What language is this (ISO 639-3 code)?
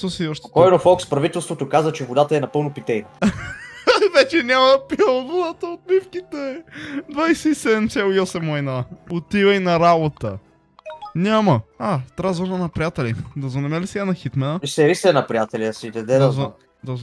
bul